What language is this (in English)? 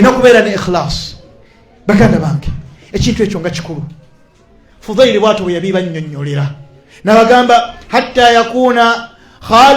Ganda